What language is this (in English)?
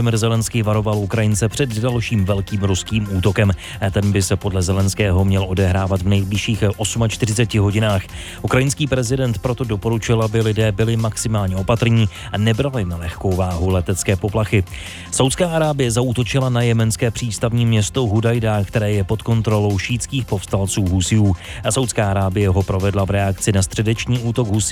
Czech